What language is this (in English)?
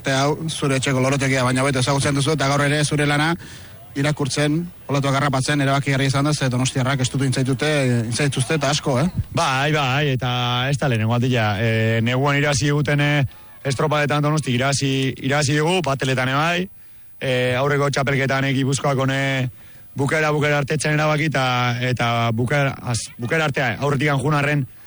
Basque